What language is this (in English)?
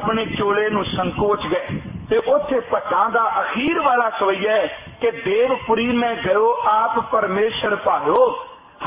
Punjabi